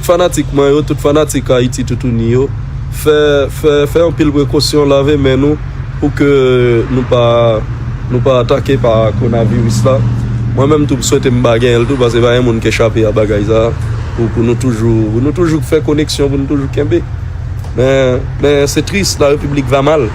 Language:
Haitian Creole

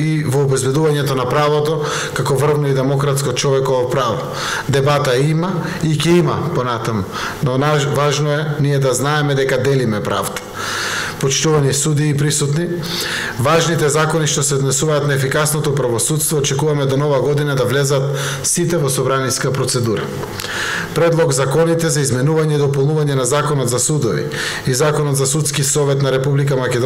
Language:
Macedonian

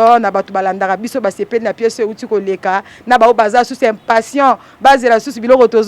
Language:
Lingala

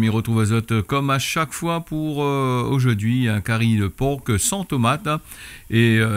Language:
Réunion Creole French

